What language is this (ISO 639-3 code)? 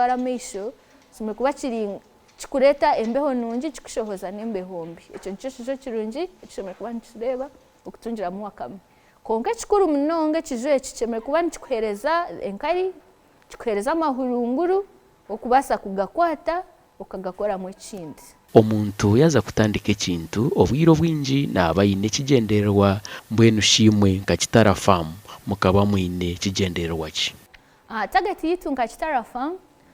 nyn